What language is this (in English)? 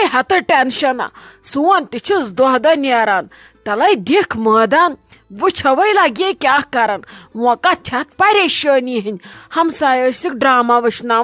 Kashmiri